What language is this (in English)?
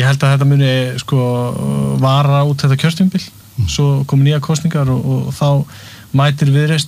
Icelandic